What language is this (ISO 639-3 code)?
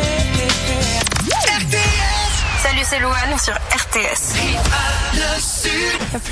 fra